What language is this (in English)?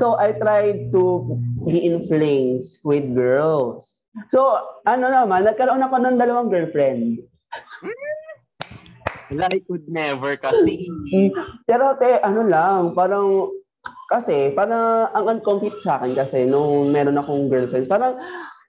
Filipino